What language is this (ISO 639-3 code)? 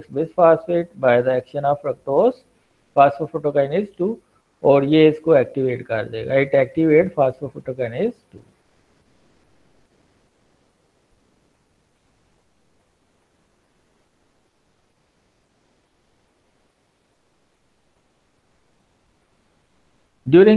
eng